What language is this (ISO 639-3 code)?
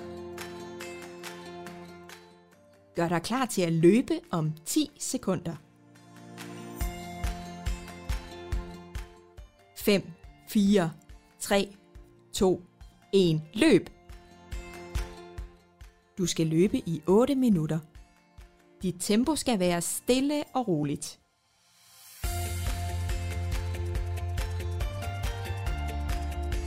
dan